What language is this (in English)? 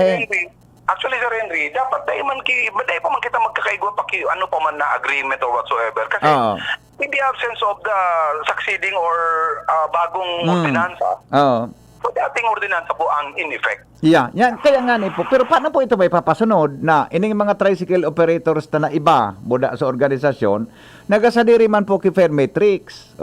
Bikol